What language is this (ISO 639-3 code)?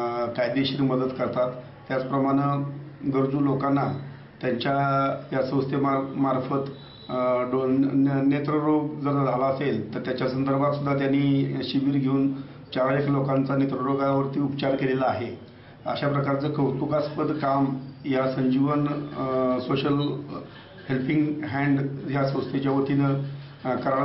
mar